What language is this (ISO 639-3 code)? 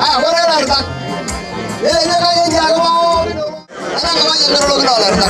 mas